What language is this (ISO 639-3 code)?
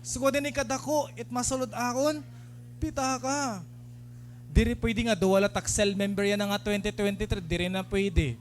war